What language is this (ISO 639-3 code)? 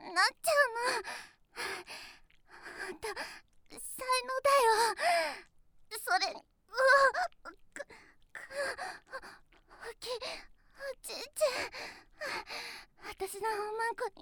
jpn